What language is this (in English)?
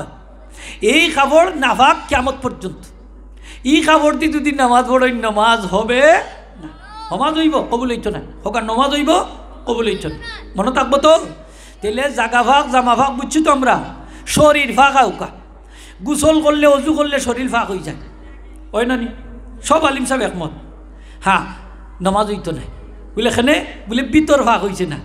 Sylheti